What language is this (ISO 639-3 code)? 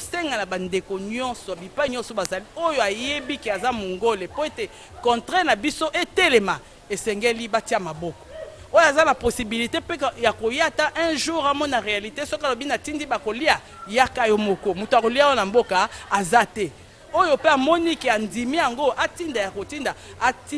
lin